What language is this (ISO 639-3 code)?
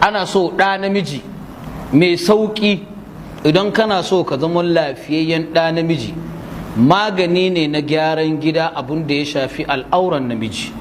hau